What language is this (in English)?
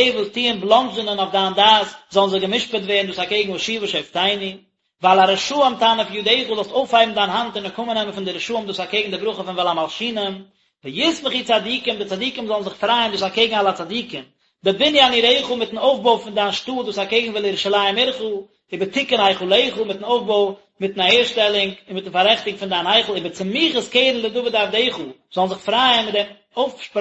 Yiddish